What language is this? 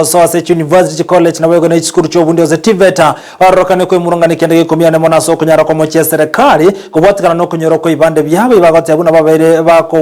Gusii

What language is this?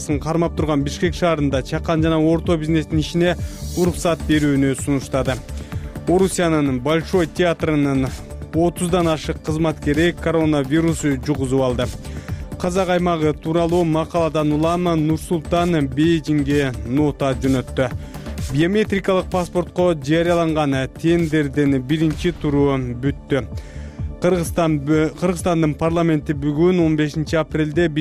Kyrgyz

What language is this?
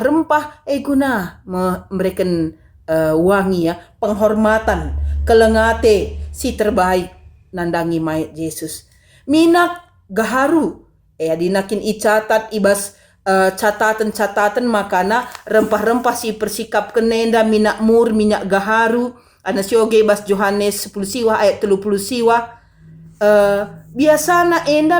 Batak Karo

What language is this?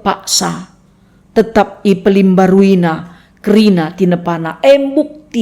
Batak Karo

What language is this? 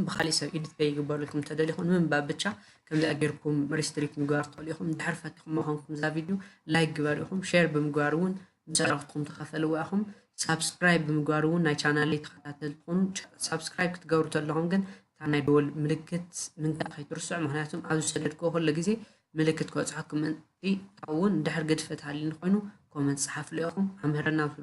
Tigrinya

